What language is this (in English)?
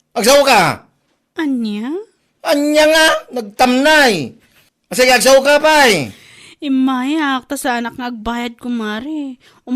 Iloko